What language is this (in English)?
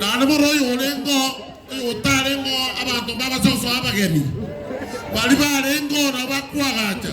Gusii